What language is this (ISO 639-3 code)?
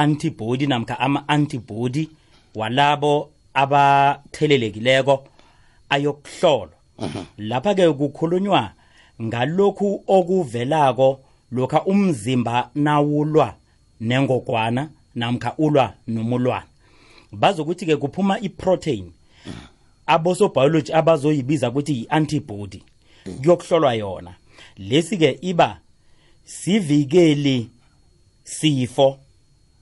nbl